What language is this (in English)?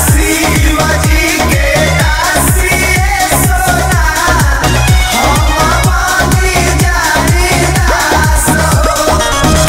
Bhojpuri